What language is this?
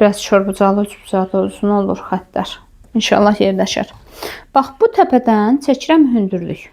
Azerbaijani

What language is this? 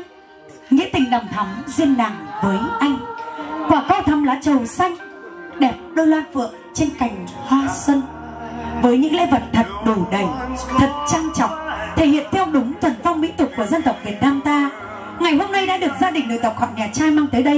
Vietnamese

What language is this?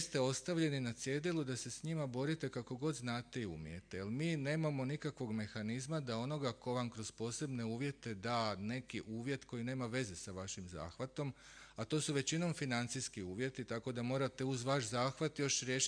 Croatian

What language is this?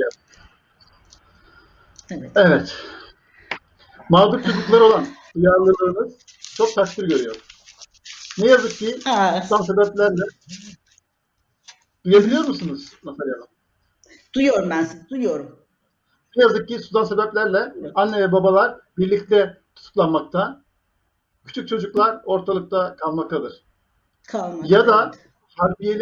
Turkish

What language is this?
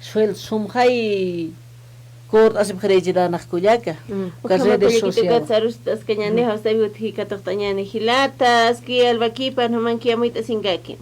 Aymara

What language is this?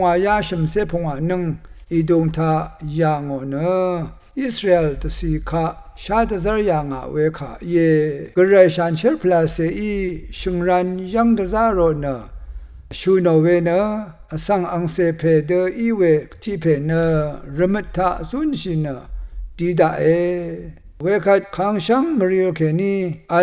Rawang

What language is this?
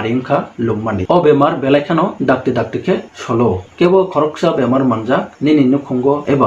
Kok Borok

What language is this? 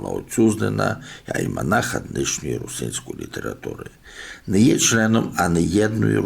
Rusyn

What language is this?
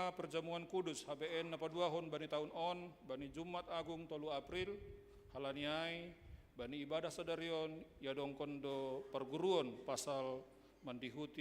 Batak Simalungun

